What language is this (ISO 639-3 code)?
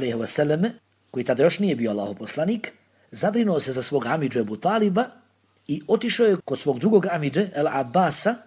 bos